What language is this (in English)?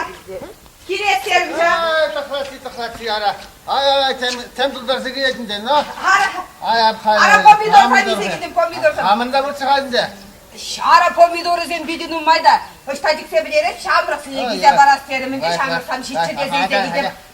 Chuvash